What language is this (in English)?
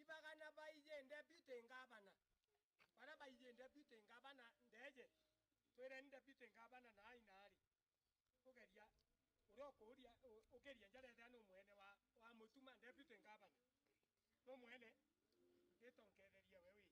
Meru